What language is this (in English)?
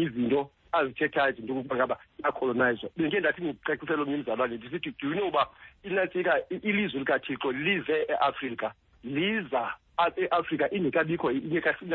Xhosa